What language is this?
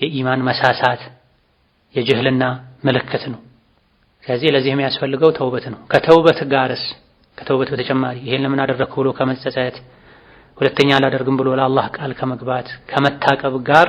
Amharic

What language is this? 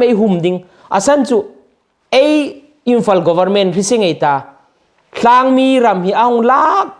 Hmar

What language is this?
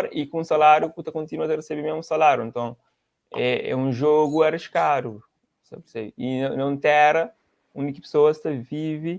Kabuverdianu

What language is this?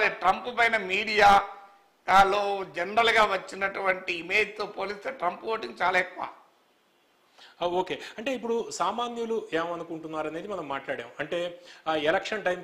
Telugu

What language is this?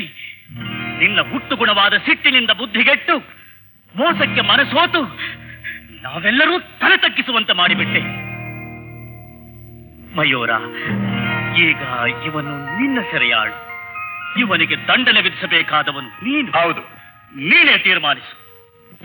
Kannada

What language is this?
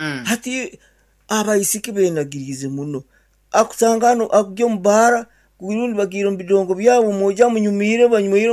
Nyankole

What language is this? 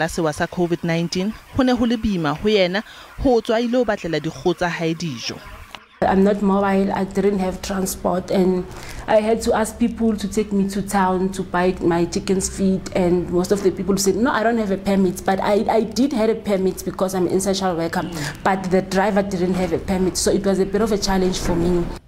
Southern Sotho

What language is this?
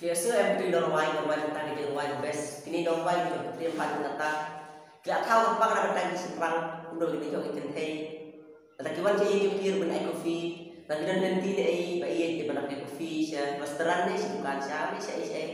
Khasi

